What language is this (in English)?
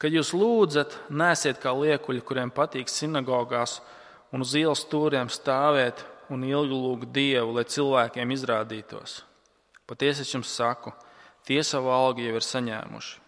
Latvian